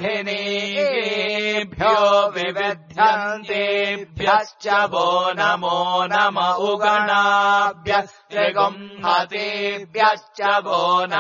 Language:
Sanskrit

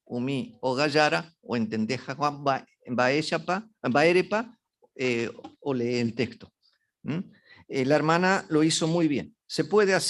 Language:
Guarani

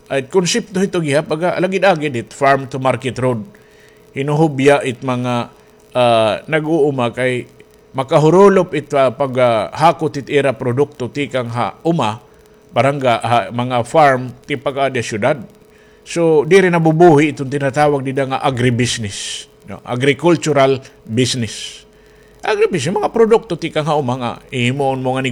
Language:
Waray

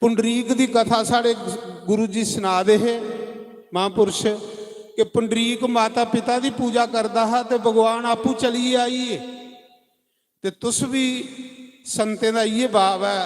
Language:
Dogri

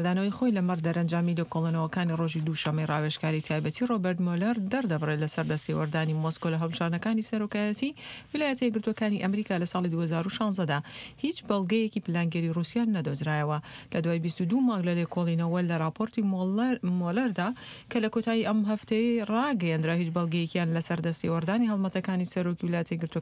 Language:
Central Kurdish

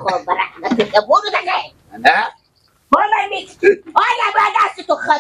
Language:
Persian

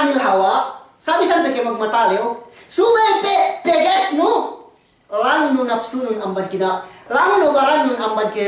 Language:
Yakan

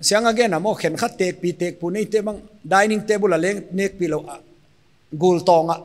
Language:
Paite Chin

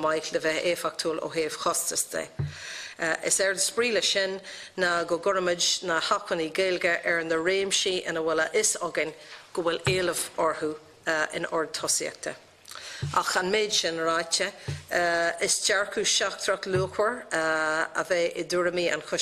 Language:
Irish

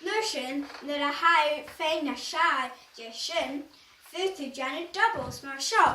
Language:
Scottish Gaelic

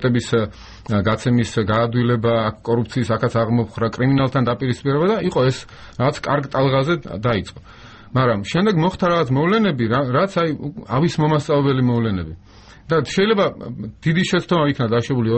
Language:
Georgian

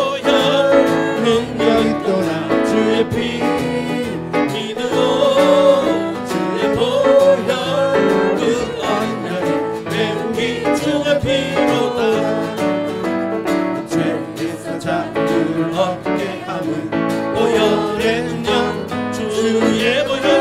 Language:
Korean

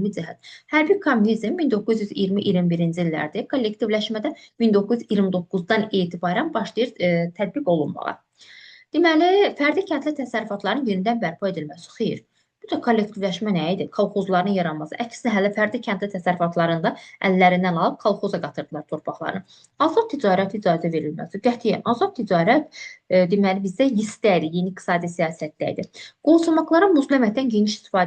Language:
Azerbaijani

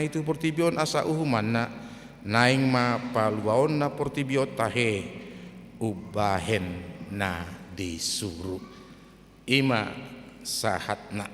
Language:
Batak Toba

